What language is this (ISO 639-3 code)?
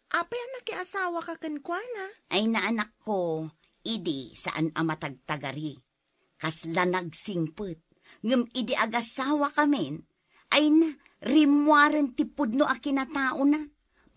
ilo